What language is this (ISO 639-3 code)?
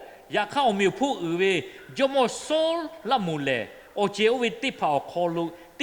lhu